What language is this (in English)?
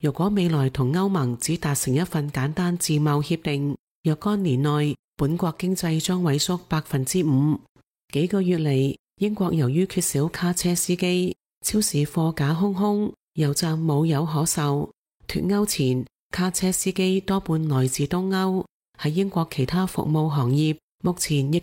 Cantonese